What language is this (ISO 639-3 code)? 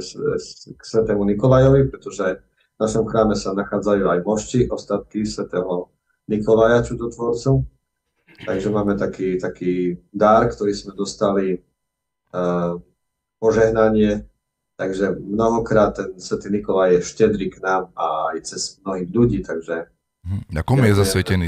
slk